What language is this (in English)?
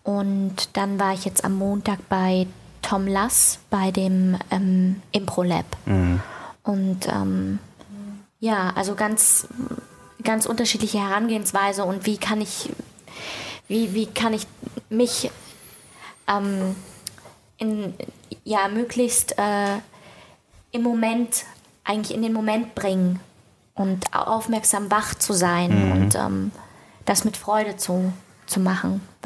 German